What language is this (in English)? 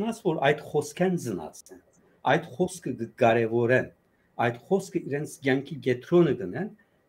Western Armenian